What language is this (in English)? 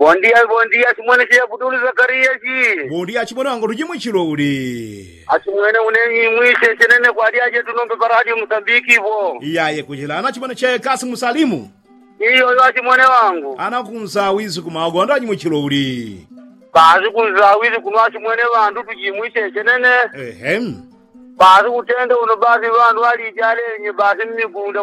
Yao